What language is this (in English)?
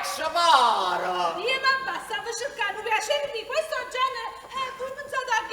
Neapolitan